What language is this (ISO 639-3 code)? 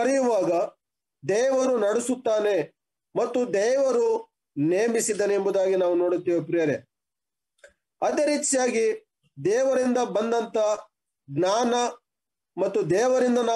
kan